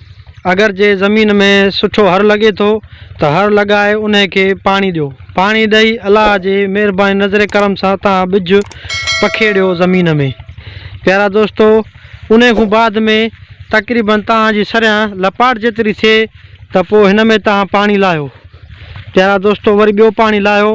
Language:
Sindhi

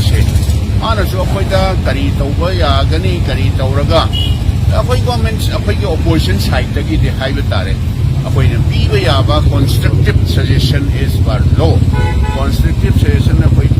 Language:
Manipuri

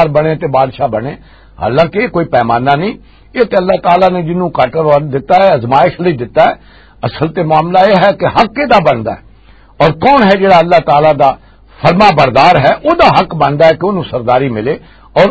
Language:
Western Panjabi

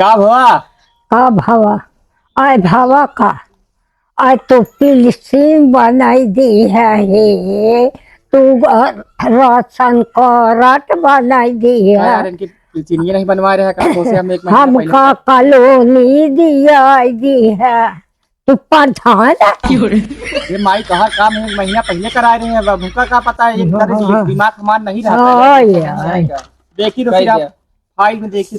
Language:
Awadhi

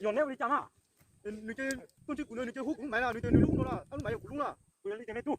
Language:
Hmong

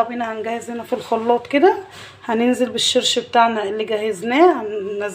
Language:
Egyptian Arabic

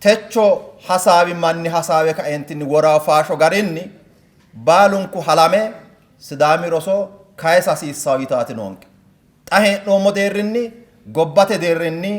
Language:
Sidamo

